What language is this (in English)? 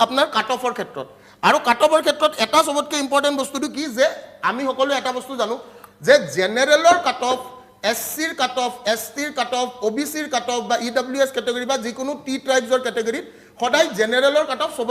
Assamese